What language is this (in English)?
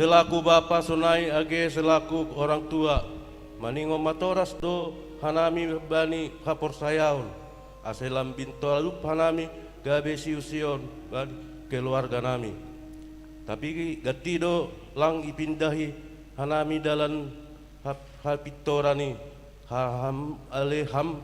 Batak Simalungun